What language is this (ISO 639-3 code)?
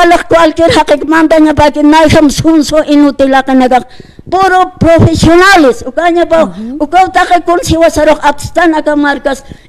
aym